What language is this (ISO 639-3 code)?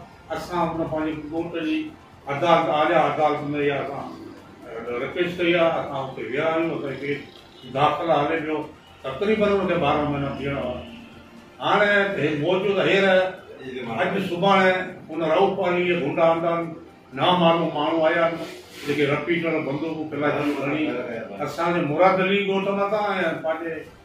snd